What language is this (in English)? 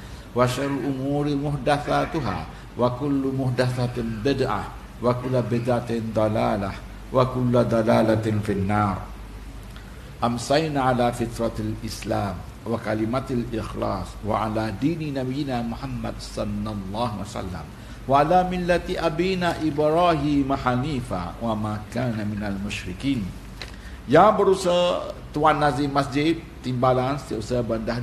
Malay